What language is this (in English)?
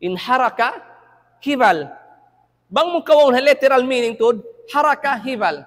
Tausug